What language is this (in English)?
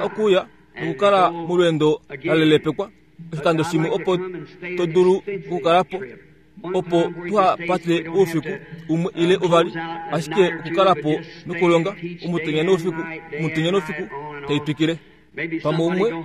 Kuanyama